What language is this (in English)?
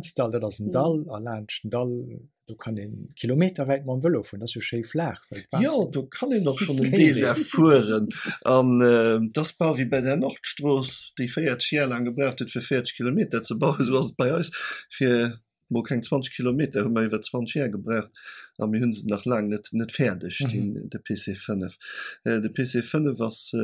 Luxembourgish